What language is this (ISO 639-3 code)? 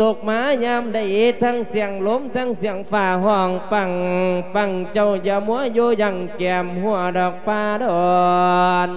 lao